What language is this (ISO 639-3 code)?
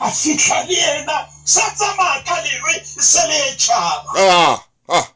sot